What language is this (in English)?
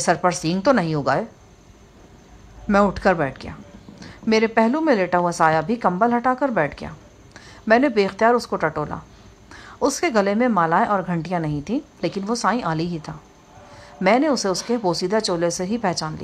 Urdu